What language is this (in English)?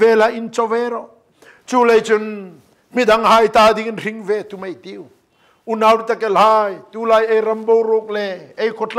Hmar